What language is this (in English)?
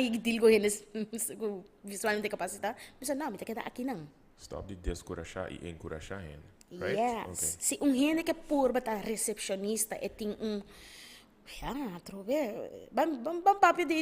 Papiamento